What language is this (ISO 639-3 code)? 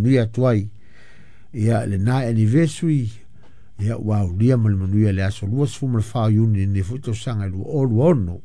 smo